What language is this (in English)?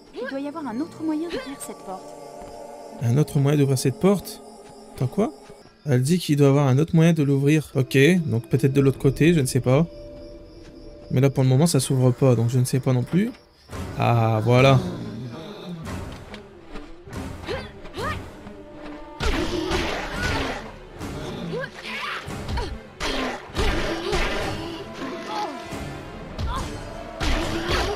French